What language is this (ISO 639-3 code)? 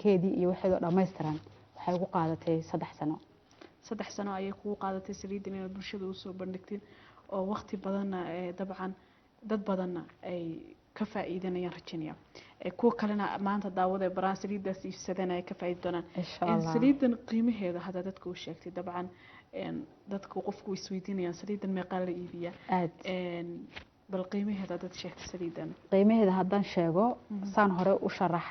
som